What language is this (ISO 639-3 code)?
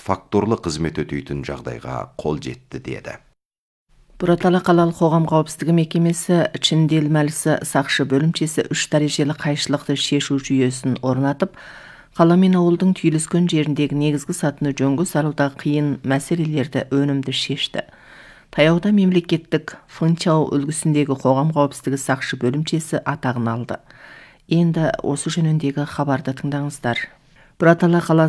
kaz